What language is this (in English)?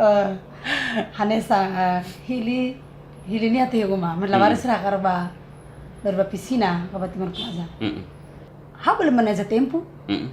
Tetum